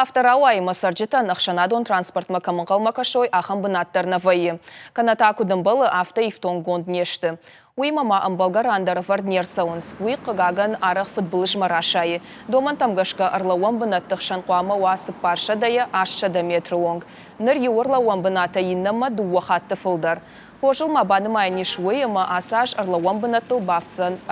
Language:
Ossetic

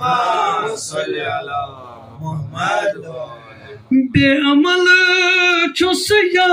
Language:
Kashmiri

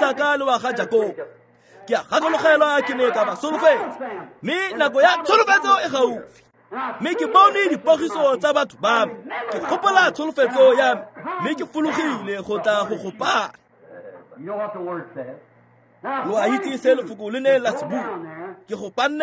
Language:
Tswana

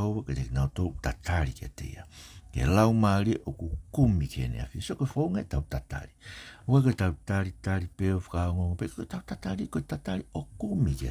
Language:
Tongan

